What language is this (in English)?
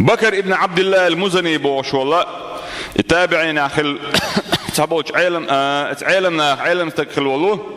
Chechen